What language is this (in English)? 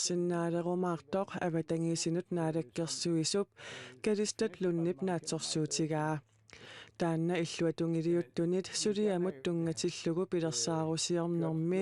Kalaallisut